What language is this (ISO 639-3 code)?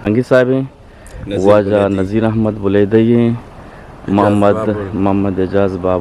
bgp